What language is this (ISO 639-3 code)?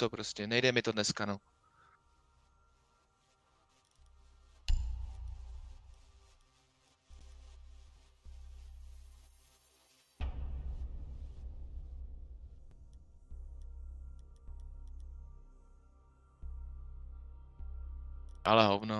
ces